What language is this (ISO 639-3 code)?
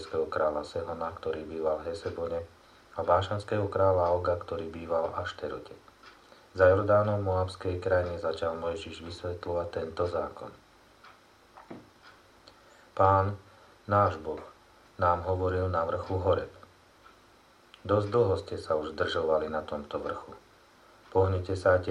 slk